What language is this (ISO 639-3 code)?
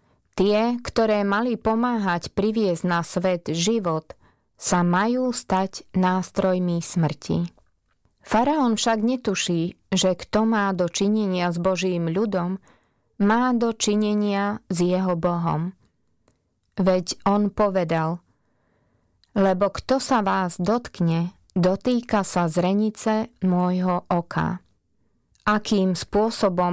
slk